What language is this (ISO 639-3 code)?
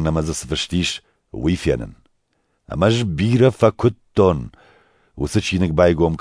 oss